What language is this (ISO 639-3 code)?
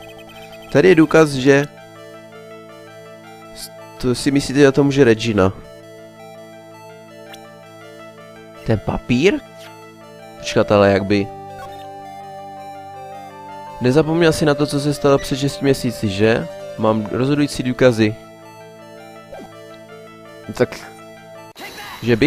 ces